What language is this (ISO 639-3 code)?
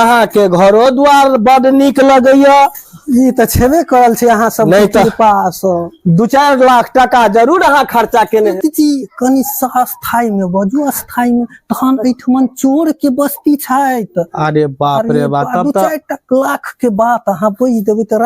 mai